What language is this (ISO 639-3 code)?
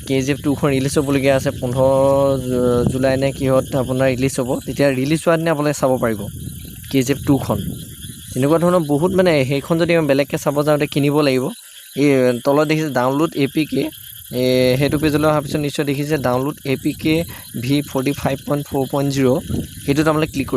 asm